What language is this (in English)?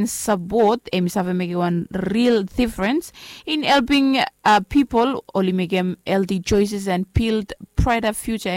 Bislama